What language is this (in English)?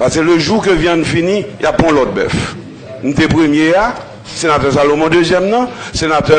Haitian Creole